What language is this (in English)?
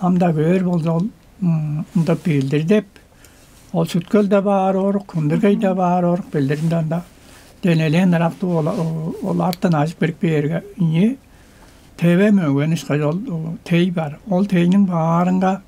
Tuvinian